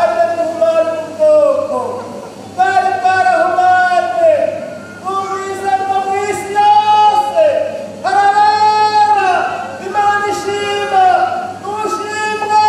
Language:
Rundi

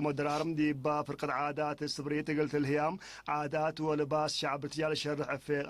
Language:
Tigre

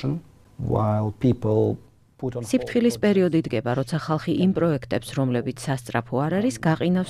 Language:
Georgian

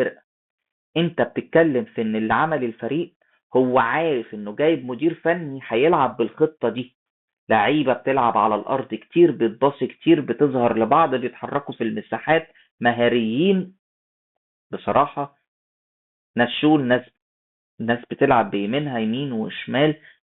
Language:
Egyptian Arabic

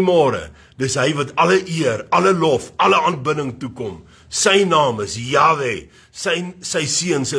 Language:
Afrikaans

